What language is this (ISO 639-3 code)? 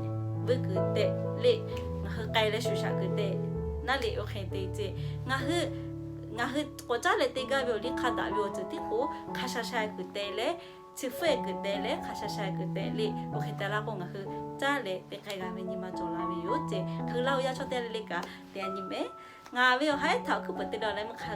lhu